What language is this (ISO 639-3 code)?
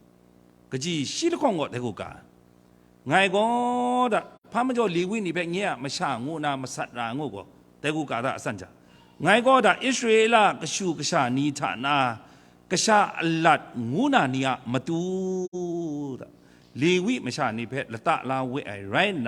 kac